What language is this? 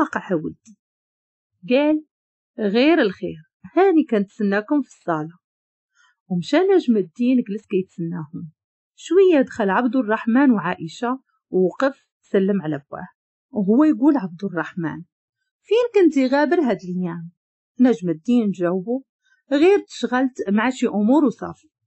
Moroccan Arabic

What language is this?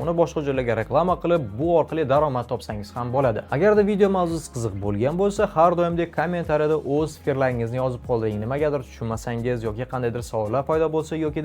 Uzbek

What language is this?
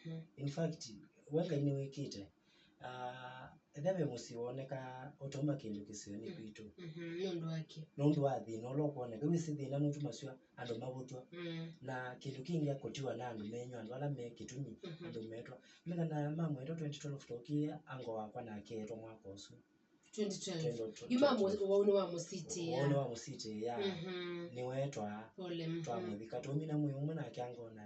Kamba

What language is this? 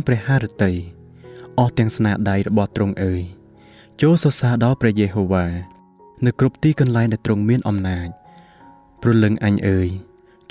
Khmer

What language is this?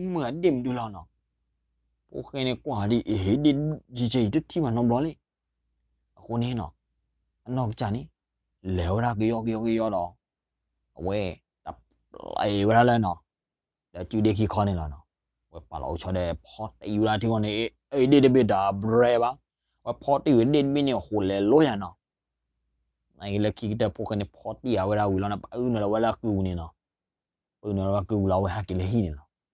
S'gaw Karen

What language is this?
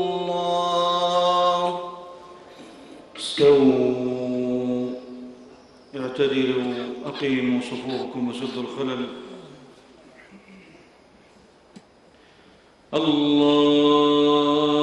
Arabic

